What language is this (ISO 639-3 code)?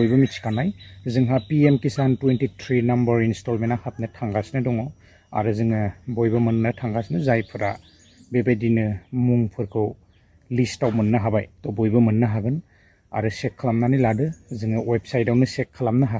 brx